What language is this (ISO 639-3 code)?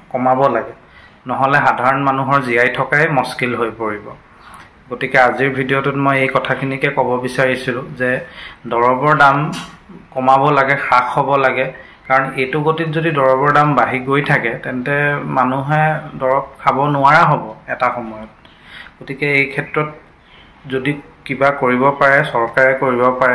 asm